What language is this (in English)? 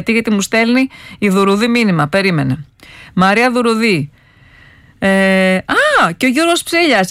Greek